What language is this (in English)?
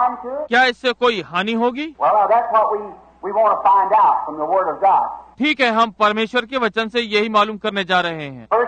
Hindi